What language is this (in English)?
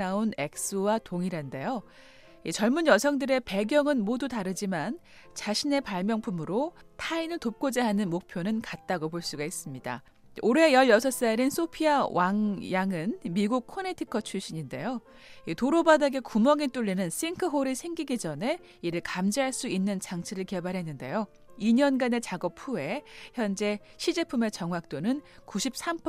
Korean